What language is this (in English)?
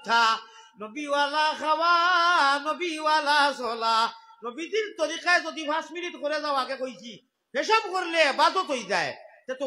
Sylheti